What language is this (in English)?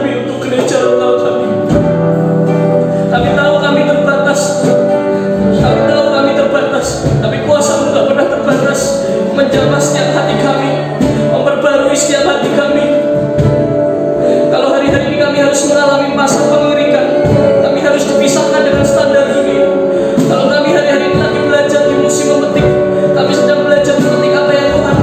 Indonesian